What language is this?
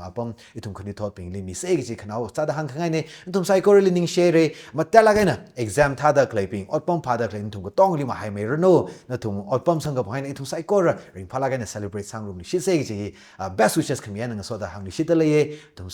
Tangkhul Naga (India)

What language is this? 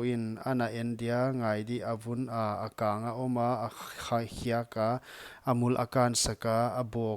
Paite Chin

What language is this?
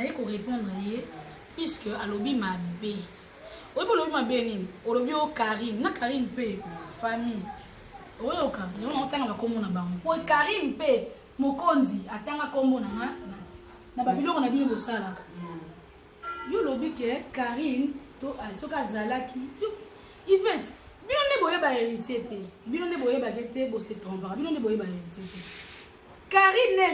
Lingala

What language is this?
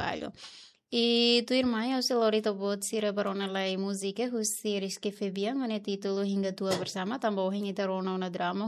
Tetum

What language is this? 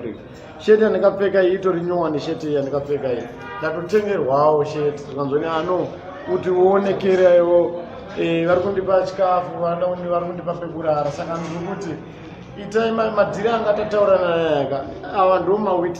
Shona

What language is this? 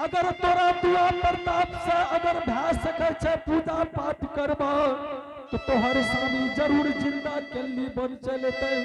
Angika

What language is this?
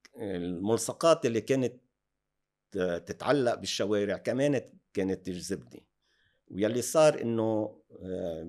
North Levantine Arabic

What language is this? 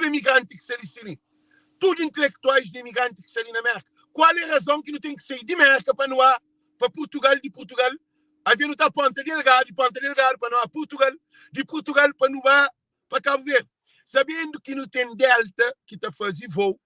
Kabuverdianu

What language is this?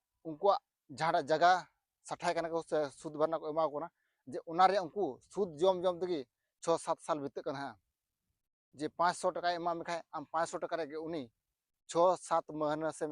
Santali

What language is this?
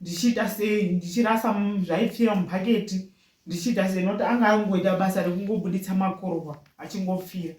Shona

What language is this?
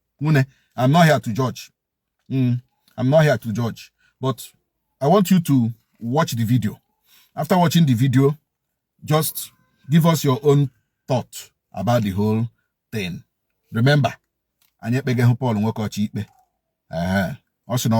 Igbo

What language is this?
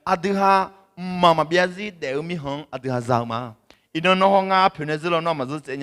Akha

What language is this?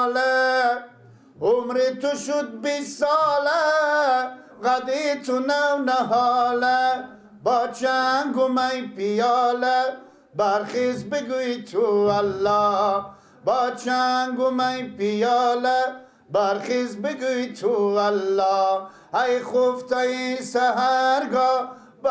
Persian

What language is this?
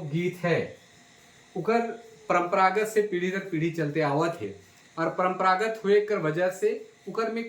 Sadri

